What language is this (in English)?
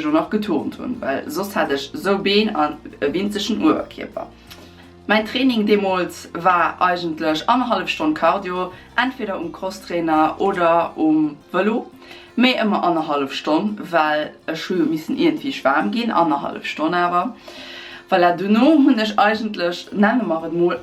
Luxembourgish